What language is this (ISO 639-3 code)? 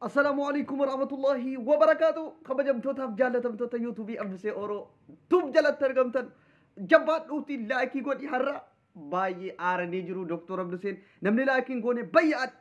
orm